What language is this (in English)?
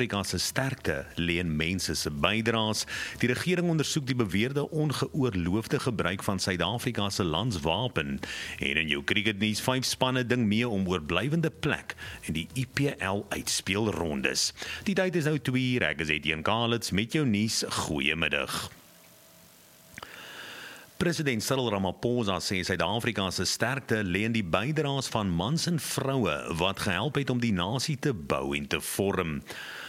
Afrikaans